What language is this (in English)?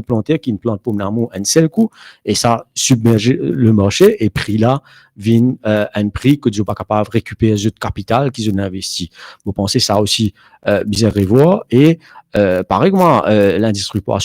Morisyen